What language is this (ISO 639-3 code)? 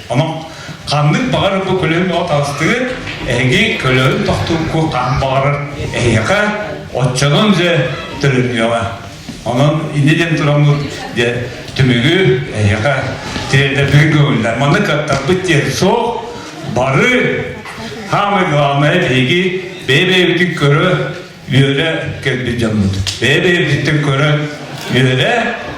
sah